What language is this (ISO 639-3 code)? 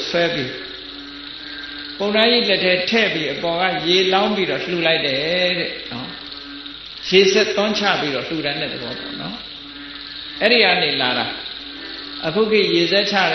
mya